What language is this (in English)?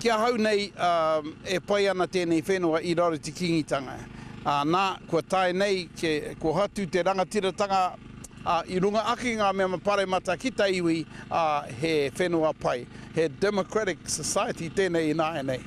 Māori